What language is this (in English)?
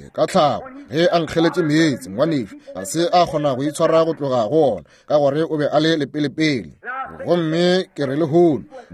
Northern Sotho